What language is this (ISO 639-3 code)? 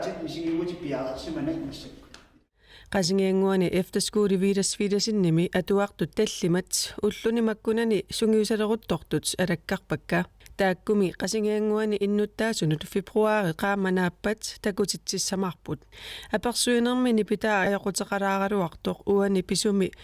kal